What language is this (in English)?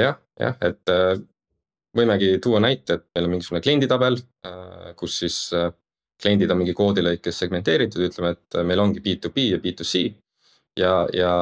Estonian